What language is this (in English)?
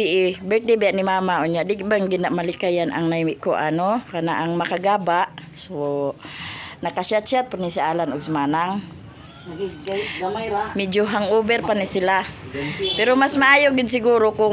Cebuano